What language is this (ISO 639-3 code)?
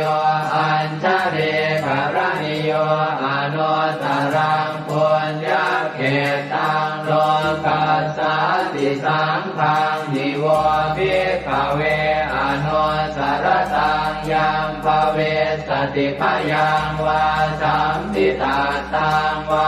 pli